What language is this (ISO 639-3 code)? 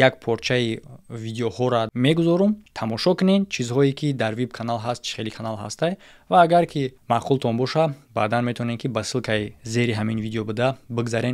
tgk